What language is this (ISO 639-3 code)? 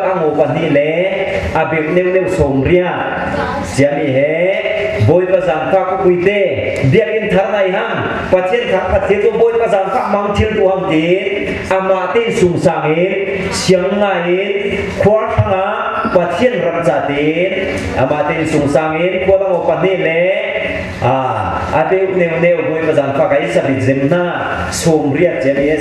cfm